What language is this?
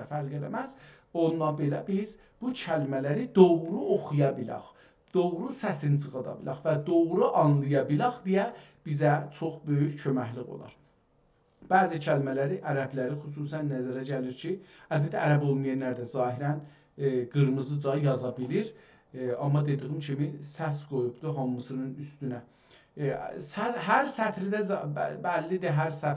South Azerbaijani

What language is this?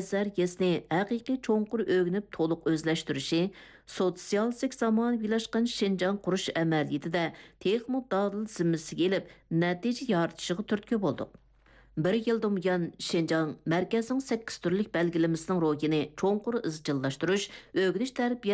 Uyghur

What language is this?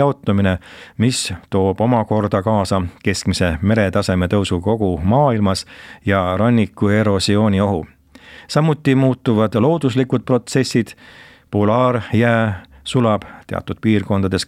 Estonian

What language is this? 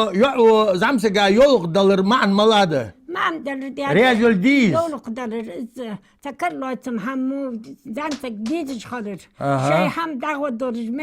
Ingush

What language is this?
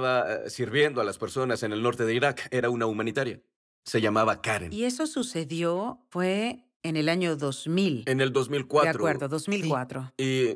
Spanish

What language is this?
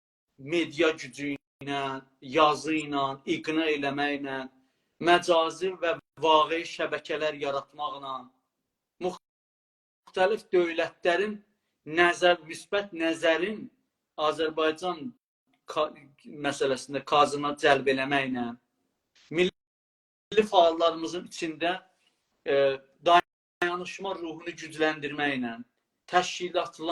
South Azerbaijani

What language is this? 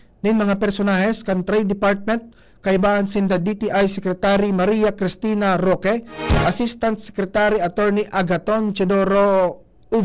Bikol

